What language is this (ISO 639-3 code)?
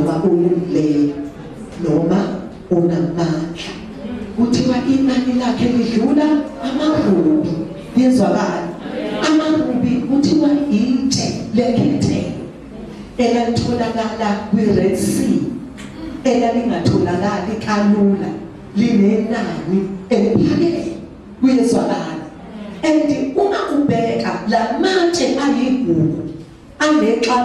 zul